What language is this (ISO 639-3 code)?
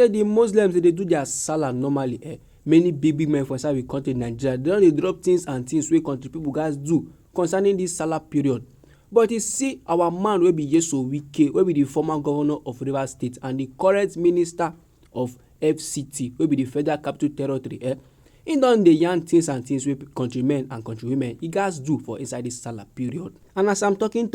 pcm